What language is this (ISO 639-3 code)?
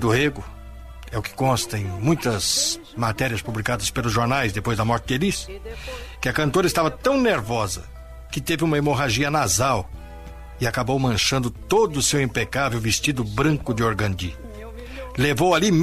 por